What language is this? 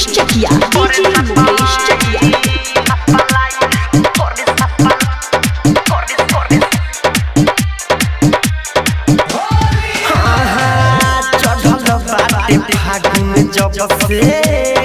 Bhojpuri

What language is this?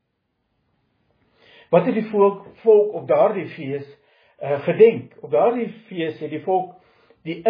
Afrikaans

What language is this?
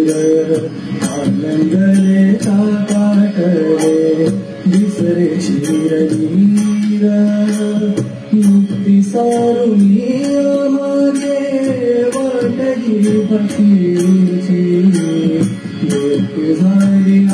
Marathi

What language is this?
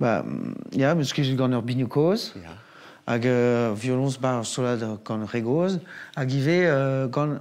Breton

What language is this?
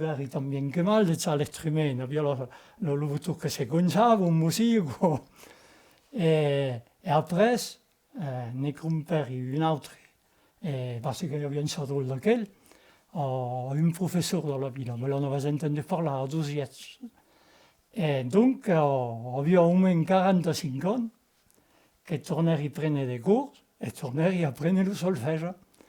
Occitan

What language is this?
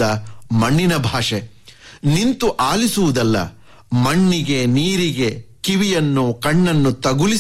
Kannada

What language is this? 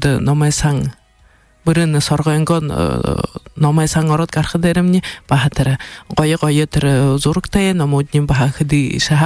Buriat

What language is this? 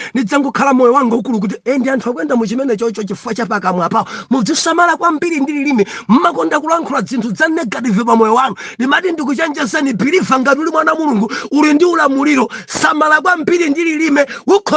Nyanja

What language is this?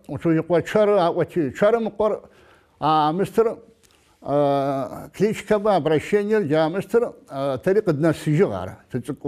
Adyghe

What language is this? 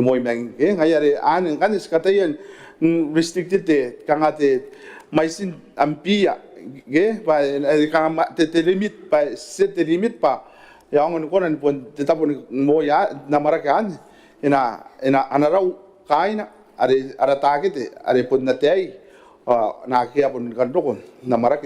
Gilbertese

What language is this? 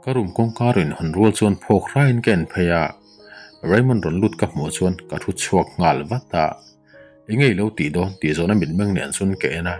Mizo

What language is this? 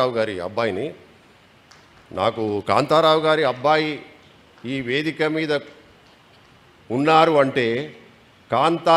Telugu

